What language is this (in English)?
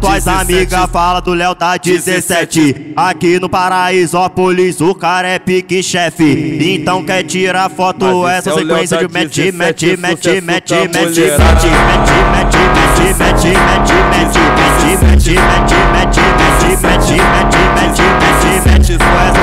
Portuguese